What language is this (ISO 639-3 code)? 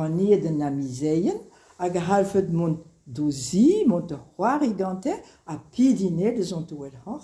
bre